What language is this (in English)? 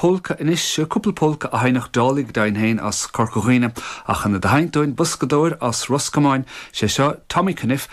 Irish